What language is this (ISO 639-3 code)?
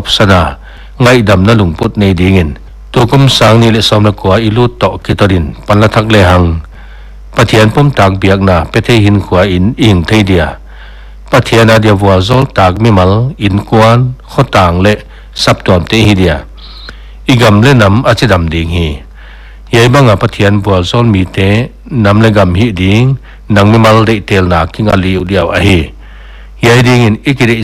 pck